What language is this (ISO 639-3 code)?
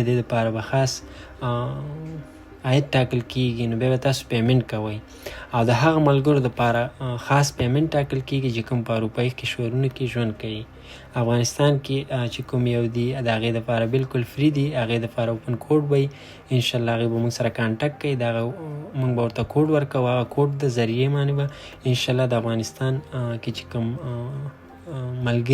pus